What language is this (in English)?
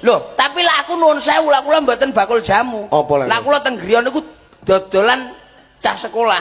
Javanese